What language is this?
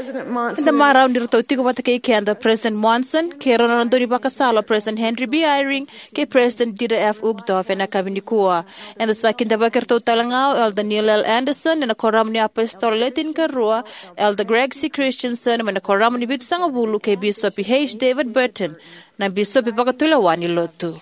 Fijian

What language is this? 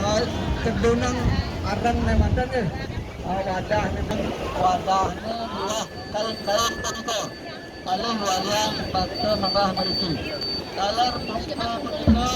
Balinese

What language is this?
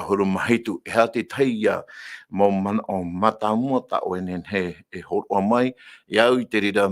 Tahitian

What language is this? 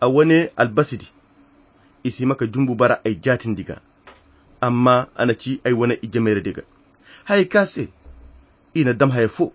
Koyra Chiini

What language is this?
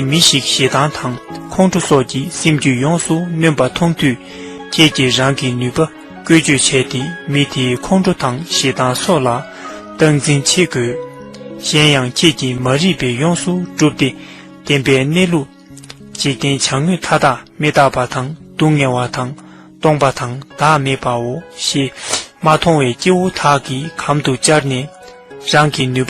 Tibetan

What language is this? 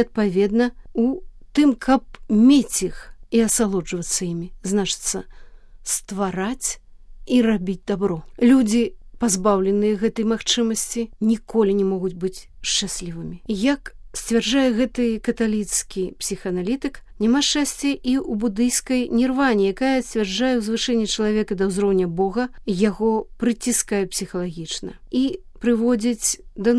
Belarusian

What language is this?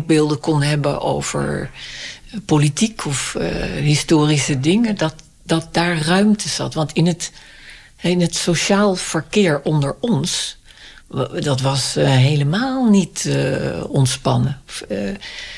Dutch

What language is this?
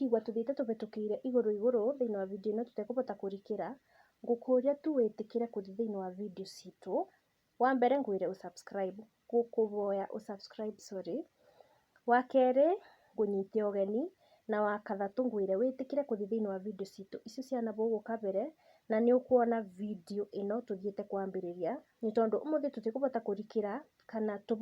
Kikuyu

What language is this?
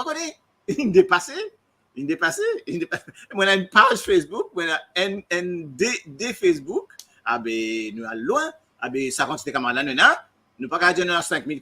Morisyen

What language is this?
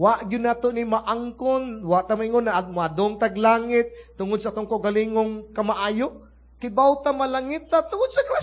Cebuano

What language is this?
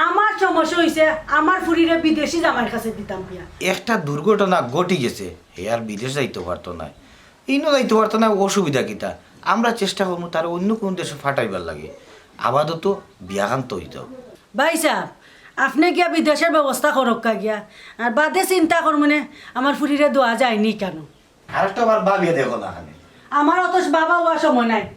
Sylheti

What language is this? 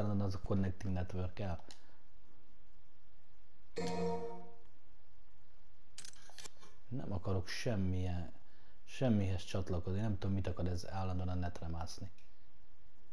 Hungarian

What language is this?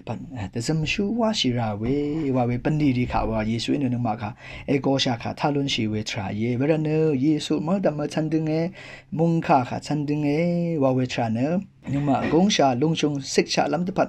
Rawang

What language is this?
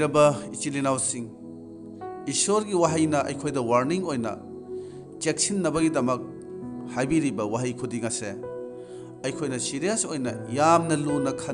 Manipuri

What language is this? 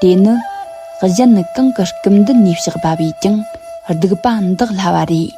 Tibetan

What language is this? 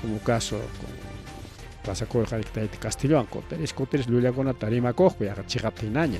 Ayacucho Quechua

